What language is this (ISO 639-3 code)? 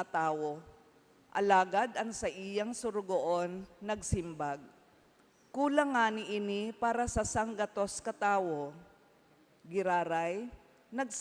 bik